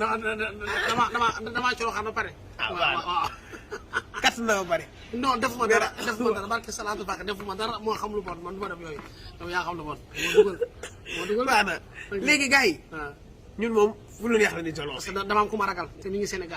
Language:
Wolof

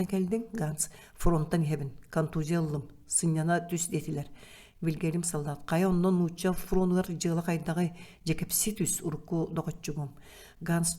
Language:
Yakut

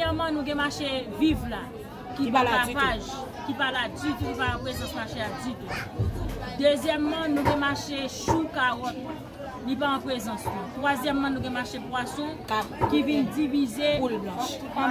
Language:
Haitian Creole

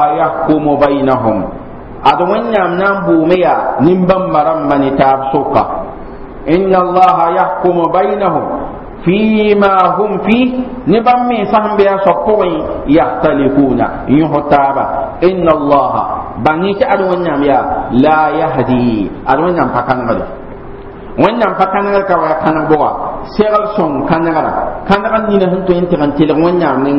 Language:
Mossi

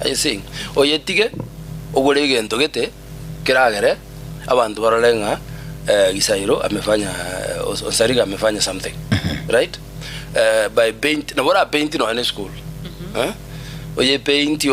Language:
Gusii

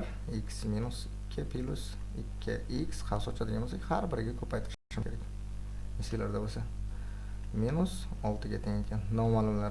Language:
Uzbek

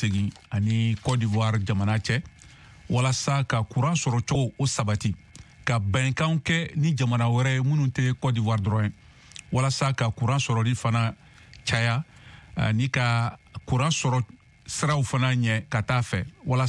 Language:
Bambara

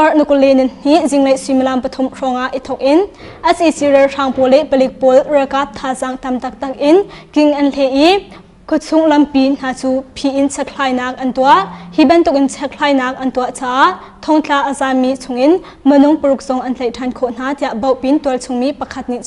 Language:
Hakha Chin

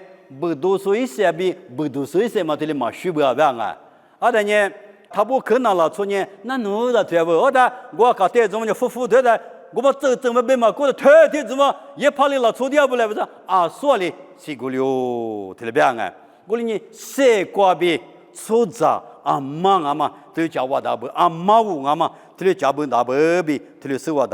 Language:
Lisu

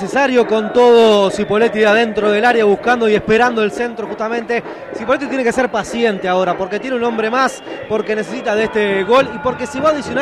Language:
Spanish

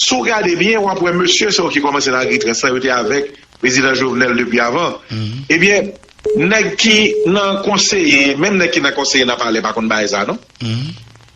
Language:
Haitian Creole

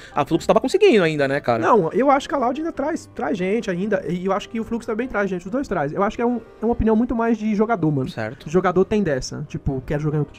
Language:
Portuguese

